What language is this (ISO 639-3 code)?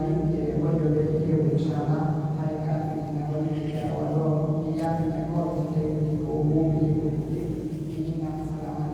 fuf